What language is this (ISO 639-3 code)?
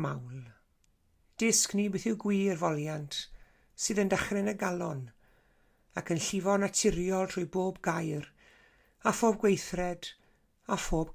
cym